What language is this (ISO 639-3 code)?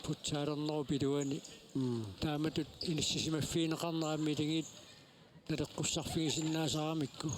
kal